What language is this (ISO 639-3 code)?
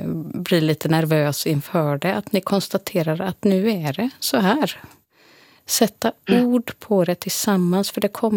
swe